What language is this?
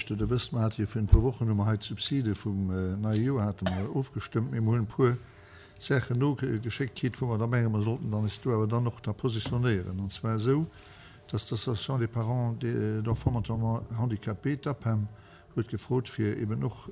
Luxembourgish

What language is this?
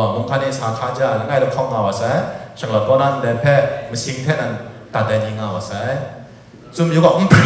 Kachin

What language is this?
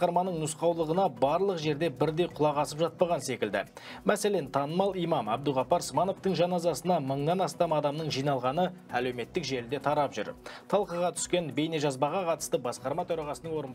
Kazakh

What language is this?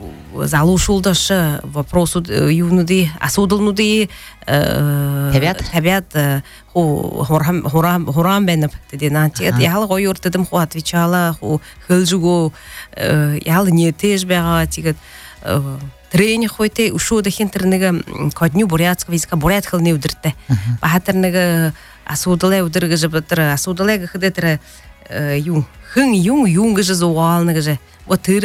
Buriat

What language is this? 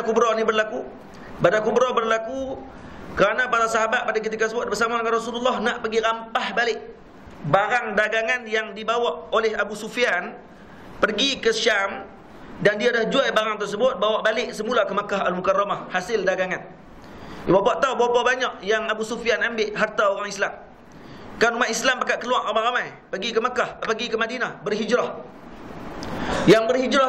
Malay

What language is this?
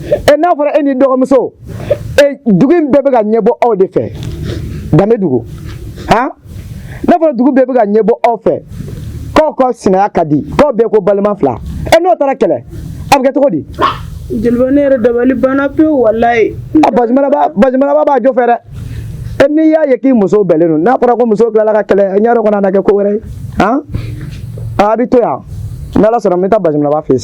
Bambara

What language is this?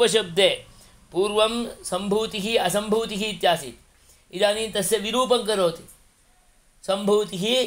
Sanskrit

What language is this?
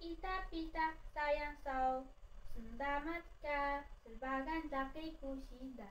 Taroko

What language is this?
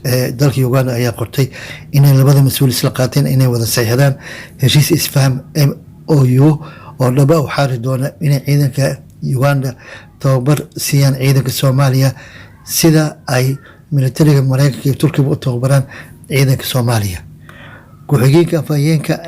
Somali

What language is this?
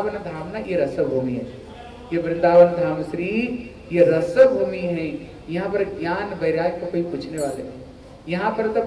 Hindi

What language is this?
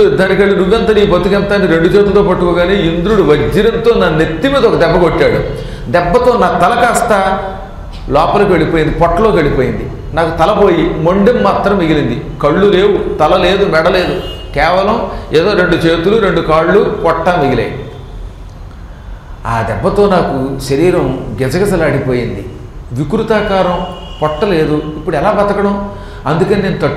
Telugu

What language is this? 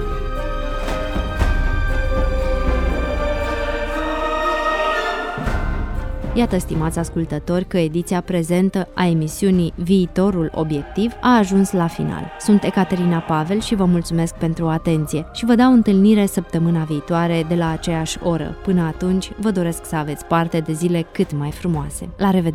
Romanian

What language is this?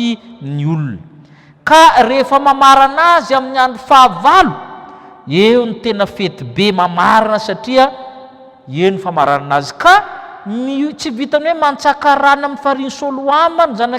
Malagasy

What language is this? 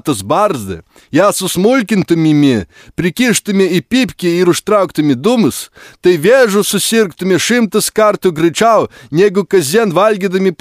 Lithuanian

